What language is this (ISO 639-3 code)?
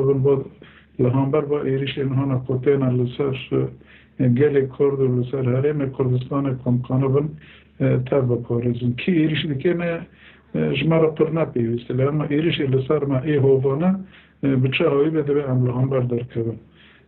kur